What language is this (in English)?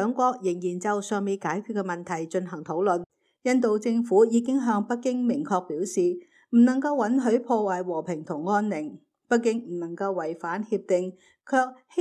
Cantonese